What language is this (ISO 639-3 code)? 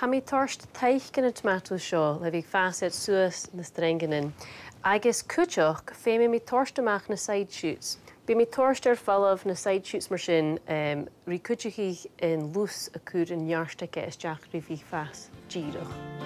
gla